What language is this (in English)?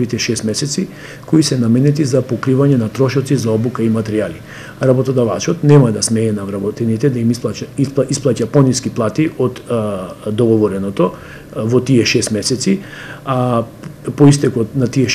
Macedonian